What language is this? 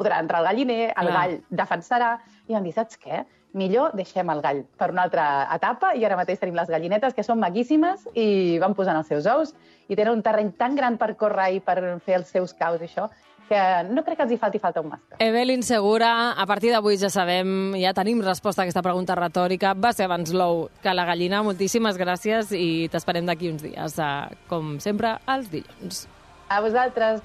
Catalan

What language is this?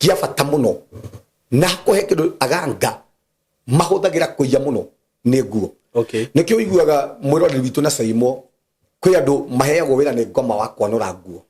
Kikuyu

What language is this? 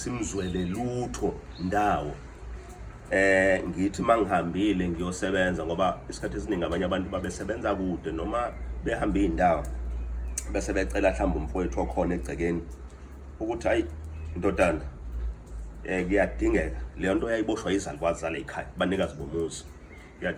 Zulu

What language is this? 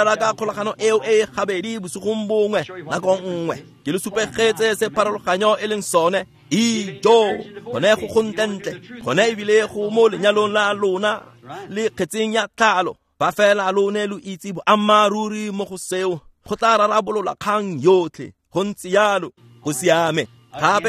Tswana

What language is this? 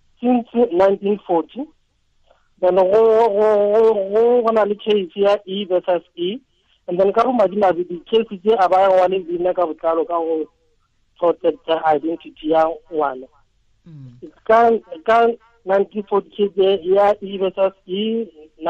Tswana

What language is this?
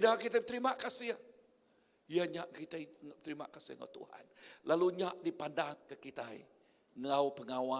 Iban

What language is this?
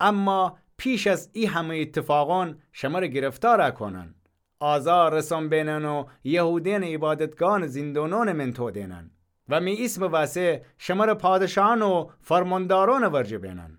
Gilaki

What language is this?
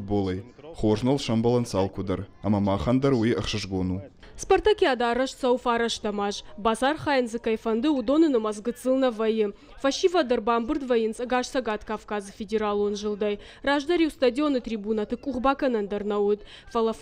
Ossetic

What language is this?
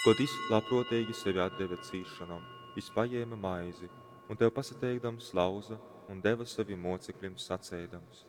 Latgalian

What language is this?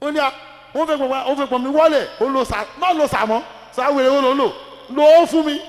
Yoruba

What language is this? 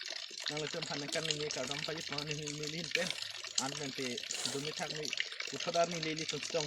Karbi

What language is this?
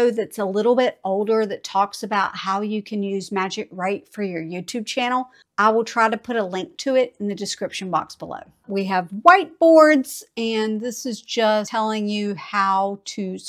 English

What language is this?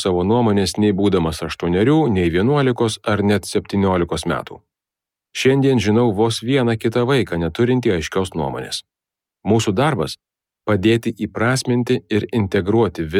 Lithuanian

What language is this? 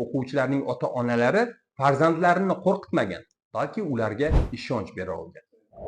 Uzbek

